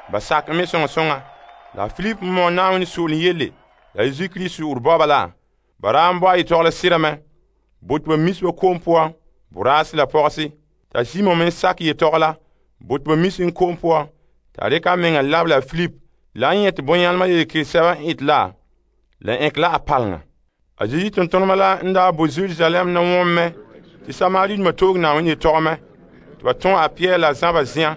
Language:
Frafra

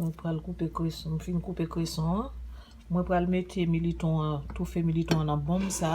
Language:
Haitian Creole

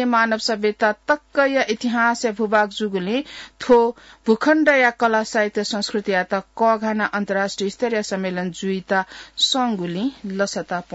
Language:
Newari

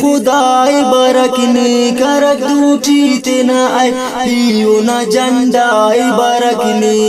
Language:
Brahui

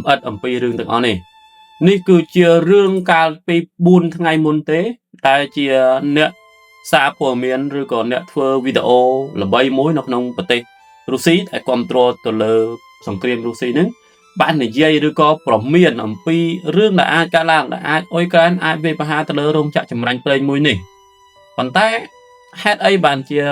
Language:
Khmer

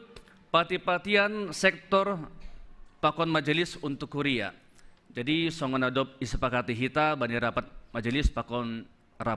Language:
Batak Simalungun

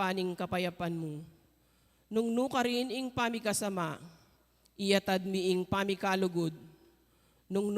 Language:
Pampanga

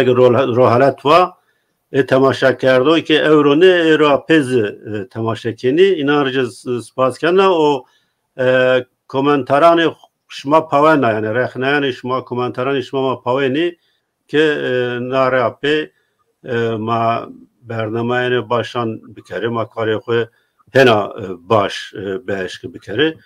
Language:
Zaza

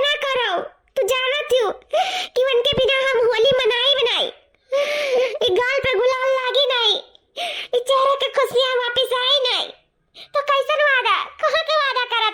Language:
Awadhi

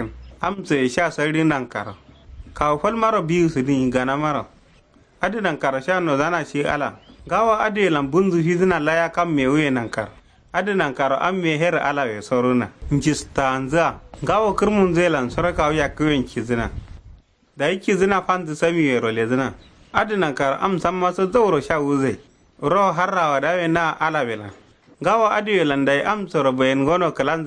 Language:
Kanuri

